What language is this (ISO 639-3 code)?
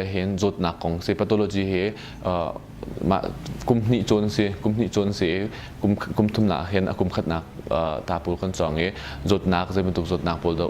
cnh